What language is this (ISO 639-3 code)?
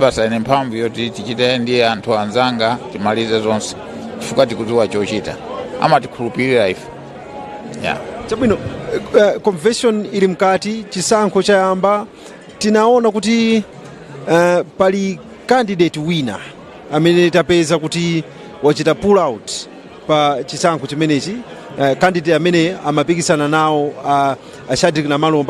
nya